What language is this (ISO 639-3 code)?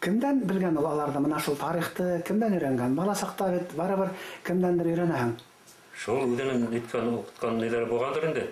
bak